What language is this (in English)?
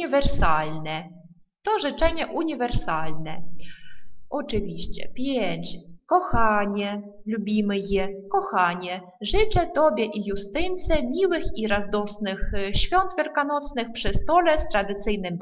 Polish